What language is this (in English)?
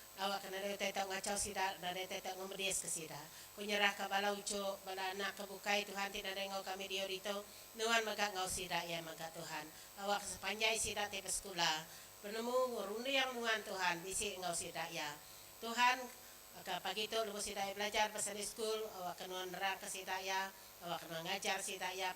Iban